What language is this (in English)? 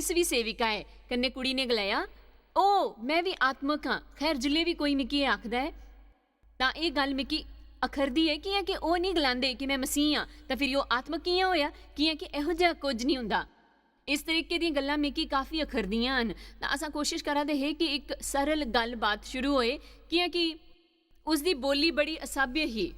Dogri